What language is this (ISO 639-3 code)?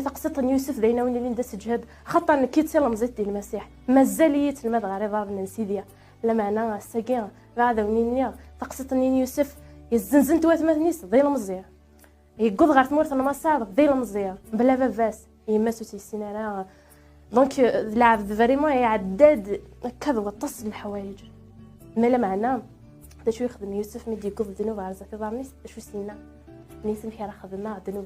kab